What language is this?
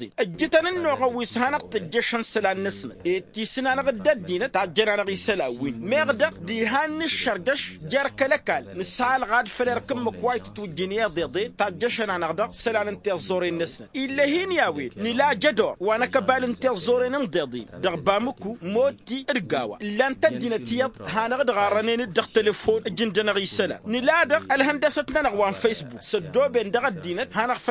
Tamasheq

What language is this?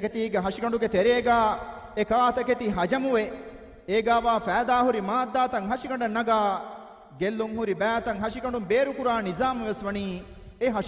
Divehi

